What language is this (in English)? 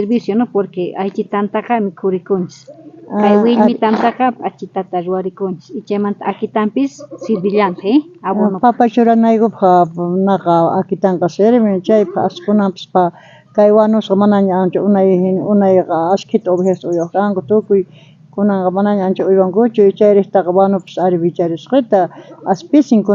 South Bolivian Quechua